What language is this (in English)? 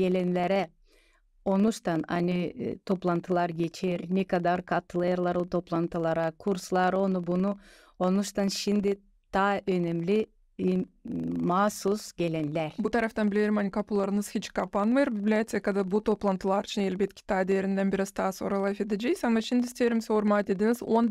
Gagauz